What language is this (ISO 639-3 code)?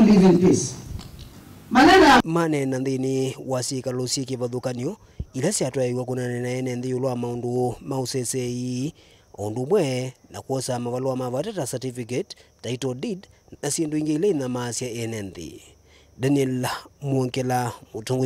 kam